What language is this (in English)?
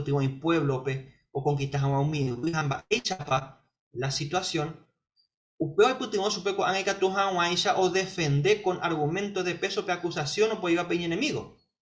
Guarani